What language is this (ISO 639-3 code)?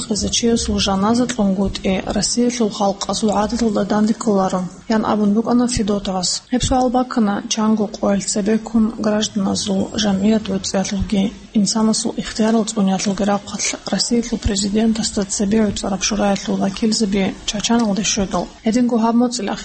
ava